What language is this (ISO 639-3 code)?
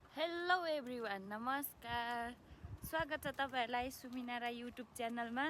nep